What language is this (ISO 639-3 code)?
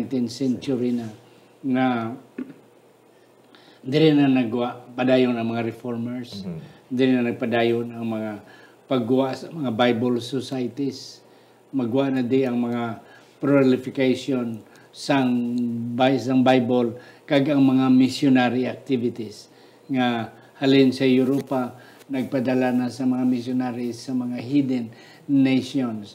hil